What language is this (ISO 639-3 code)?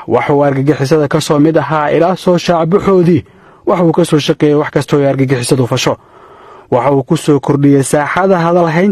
som